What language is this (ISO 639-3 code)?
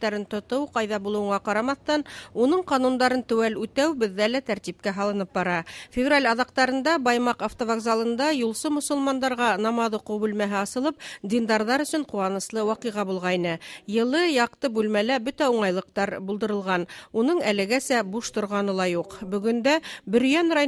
bak